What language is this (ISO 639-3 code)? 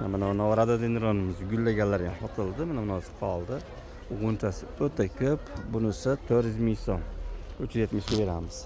uzb